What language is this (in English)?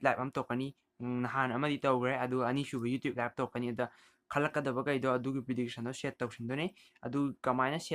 Manipuri